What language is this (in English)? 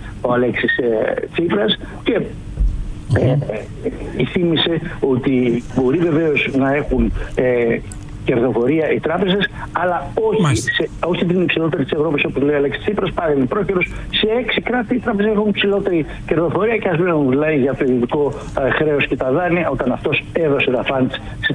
Greek